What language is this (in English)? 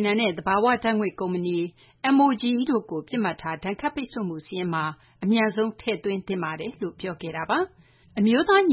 Burmese